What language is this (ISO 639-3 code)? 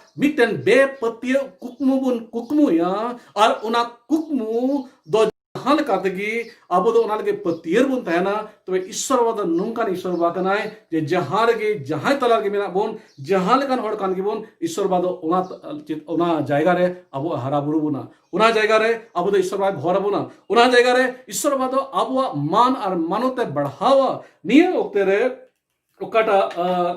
sat